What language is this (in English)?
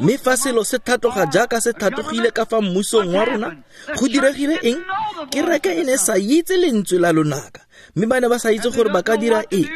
Tswana